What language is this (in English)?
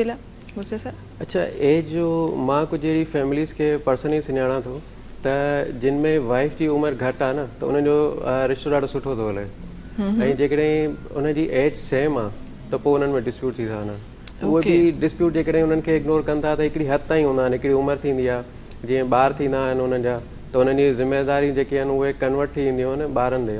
Sindhi